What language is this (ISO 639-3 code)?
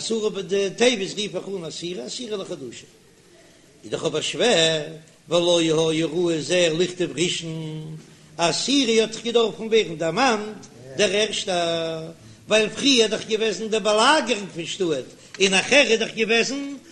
yid